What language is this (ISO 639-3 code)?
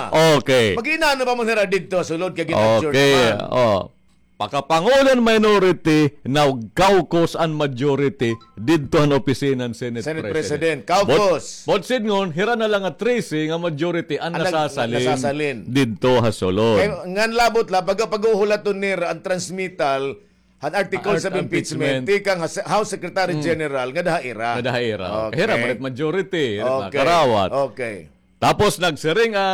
war